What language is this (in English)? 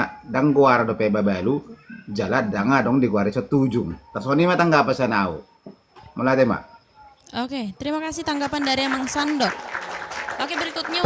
Batak Toba